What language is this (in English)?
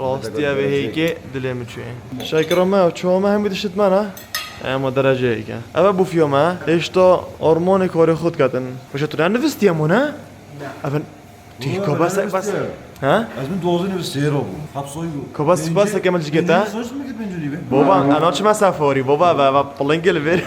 Kurdish